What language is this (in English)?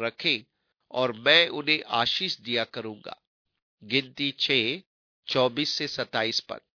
Hindi